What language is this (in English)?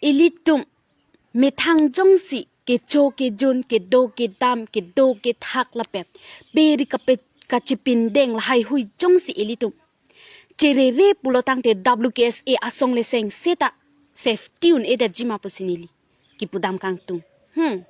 Karbi